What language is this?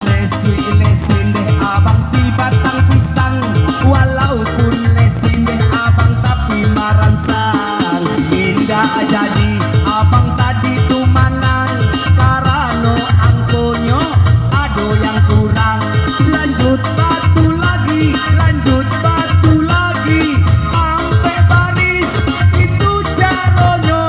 Minangkabau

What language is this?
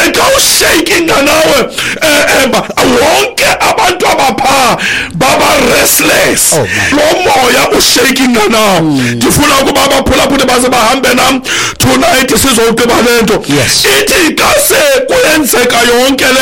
Xhosa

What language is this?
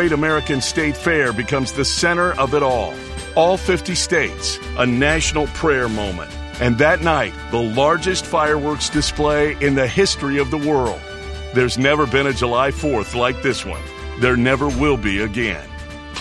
English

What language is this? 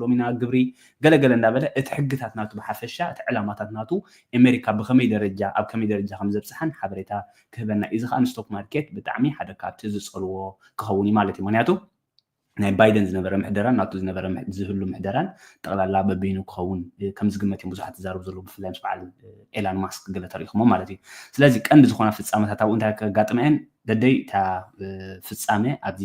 Tigrinya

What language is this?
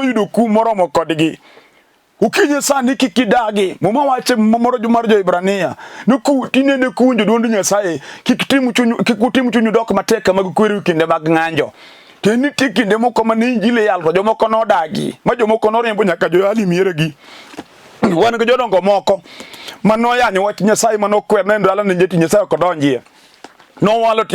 Luo (Kenya and Tanzania)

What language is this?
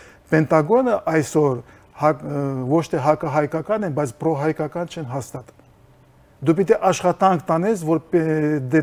Armenian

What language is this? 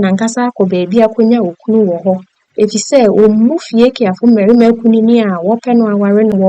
Akan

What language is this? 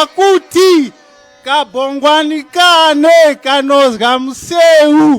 Tumbuka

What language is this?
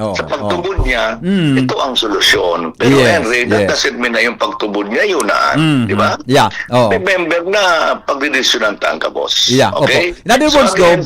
Bikol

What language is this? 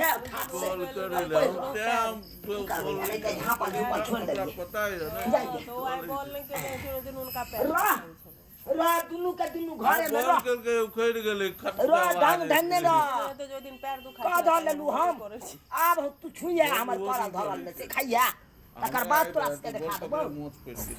Maithili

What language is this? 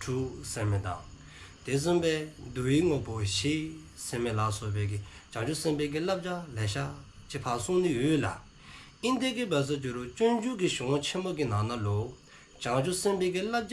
Dzongkha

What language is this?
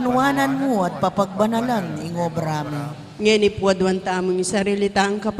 Pampanga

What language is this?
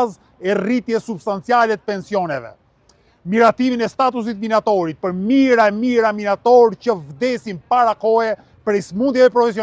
Albanian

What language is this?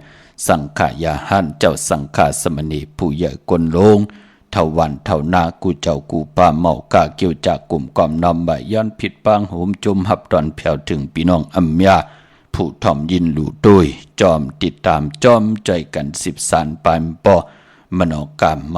Shan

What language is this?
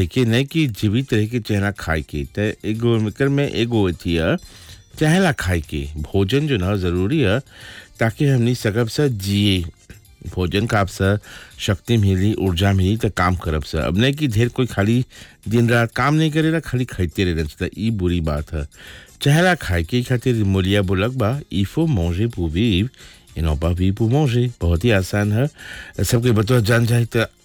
Bhojpuri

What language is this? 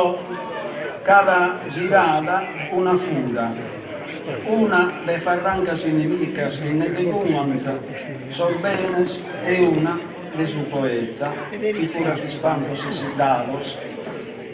Sardinian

